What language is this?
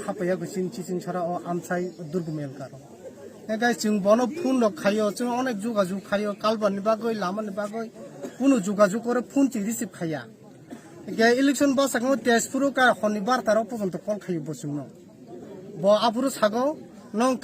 Kok Borok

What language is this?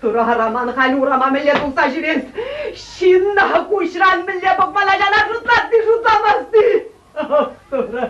Chuvash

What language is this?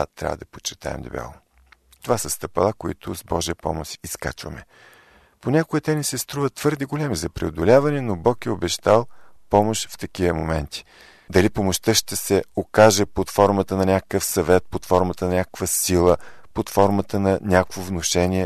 Bulgarian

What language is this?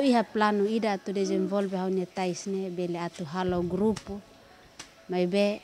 Tetum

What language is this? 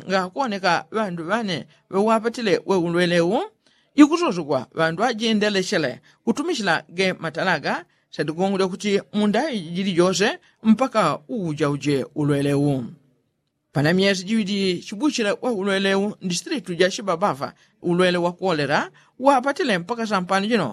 Yao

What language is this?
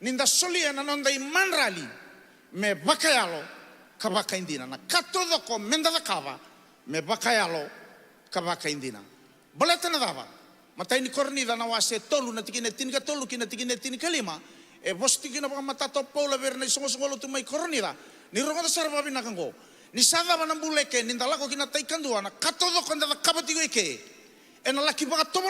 Fijian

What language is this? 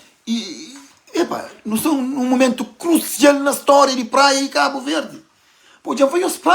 Kabuverdianu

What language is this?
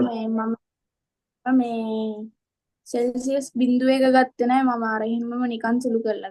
Sinhala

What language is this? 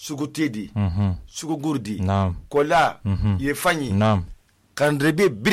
Susu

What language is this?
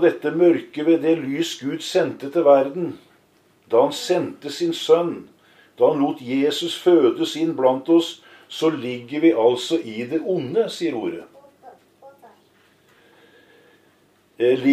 Norwegian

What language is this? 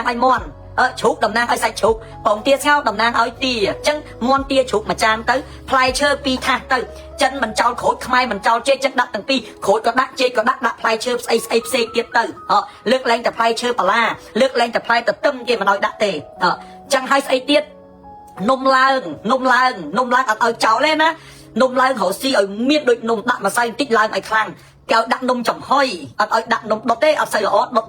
Khmer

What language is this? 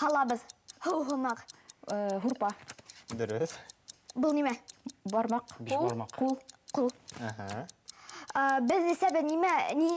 Bashkir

